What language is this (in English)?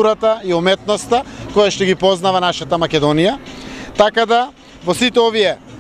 Macedonian